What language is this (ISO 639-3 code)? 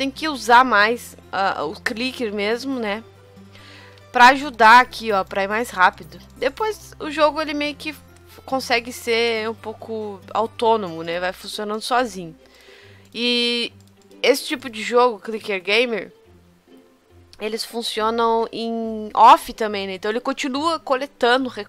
por